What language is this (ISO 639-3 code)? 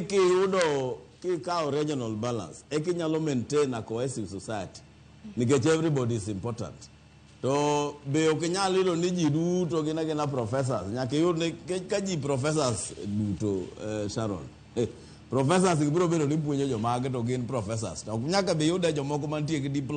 luo